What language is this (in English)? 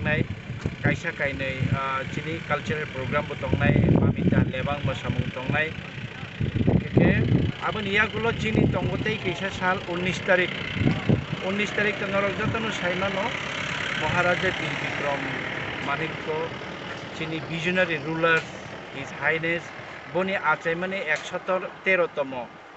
Kok Borok